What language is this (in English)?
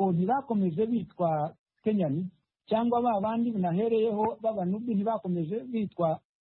Kinyarwanda